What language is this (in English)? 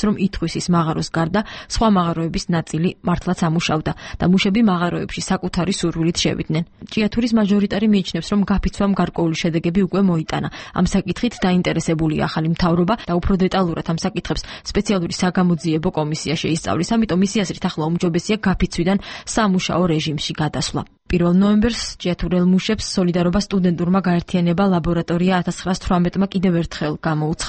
Georgian